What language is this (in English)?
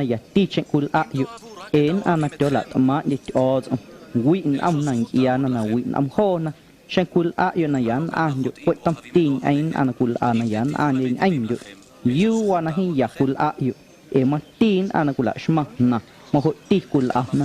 Guerrero Amuzgo